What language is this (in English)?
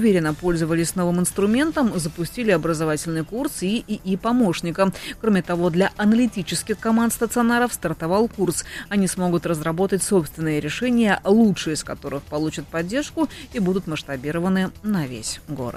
Russian